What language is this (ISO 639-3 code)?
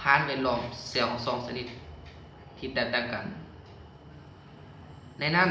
lao